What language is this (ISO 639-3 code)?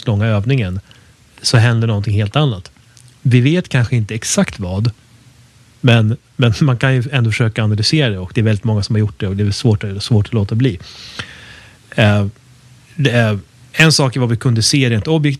swe